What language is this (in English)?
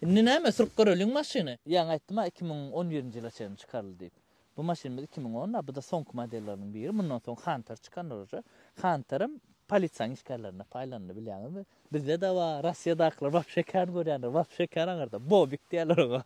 Turkmen